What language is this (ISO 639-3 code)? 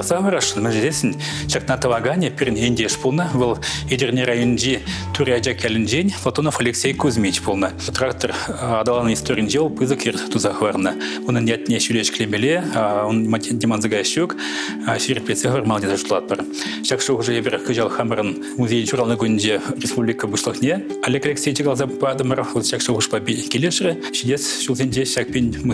chv